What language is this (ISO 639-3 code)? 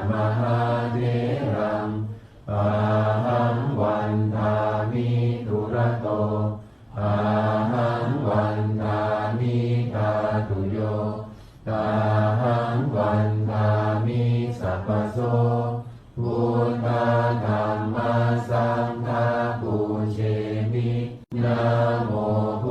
pli